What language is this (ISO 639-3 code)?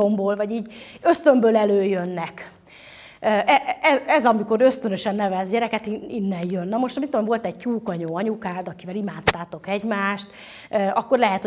hun